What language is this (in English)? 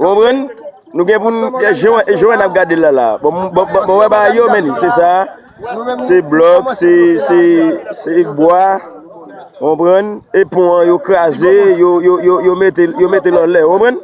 Haitian Creole